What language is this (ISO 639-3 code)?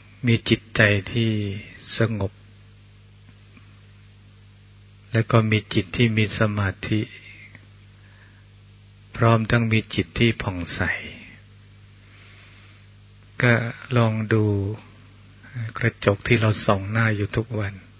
tha